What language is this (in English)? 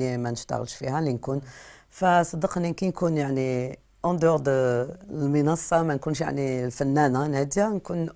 Algerian Arabic